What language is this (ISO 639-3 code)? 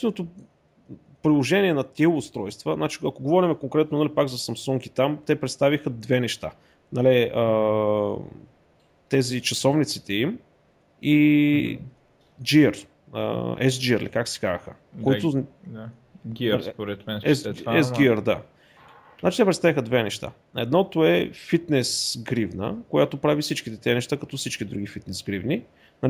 bul